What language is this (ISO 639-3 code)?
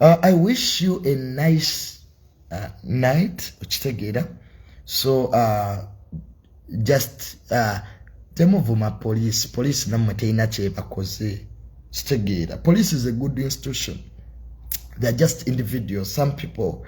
lug